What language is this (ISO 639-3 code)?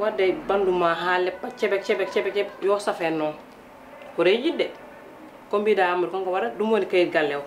ful